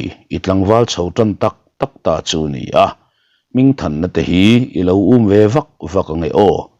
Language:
Mizo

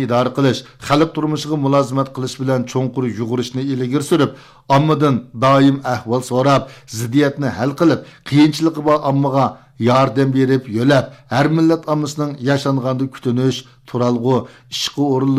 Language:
Uyghur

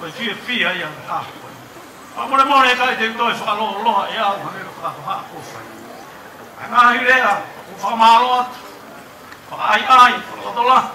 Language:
Tongan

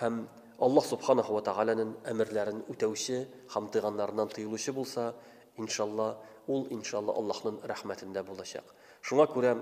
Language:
Tatar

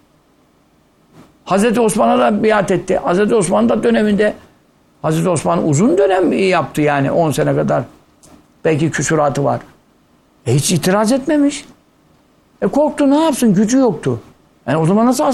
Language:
Turkish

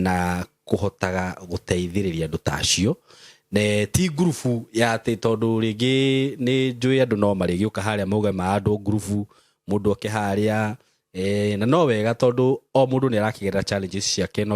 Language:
Kikuyu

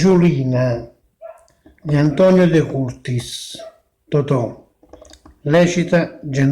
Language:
Neapolitan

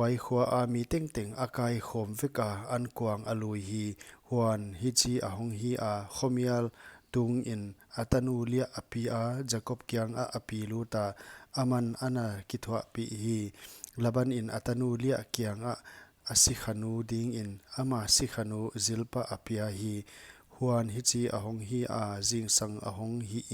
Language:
Paite Chin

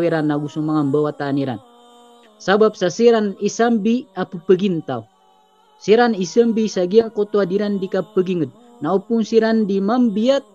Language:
Maranao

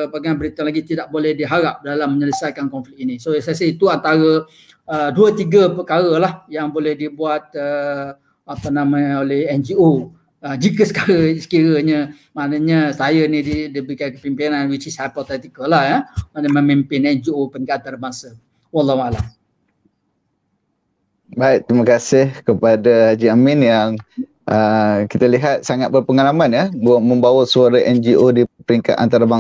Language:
Malay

